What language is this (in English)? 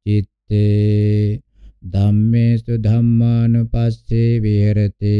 Pali